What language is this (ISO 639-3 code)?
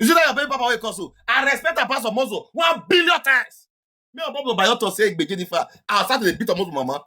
pcm